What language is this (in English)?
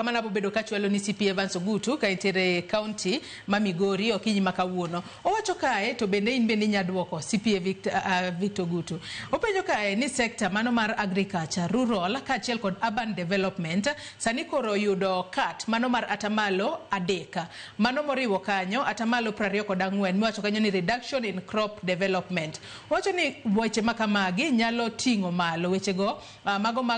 Luo (Kenya and Tanzania)